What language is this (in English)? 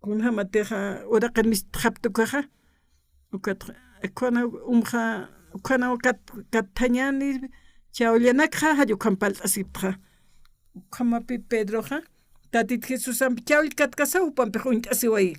Aymara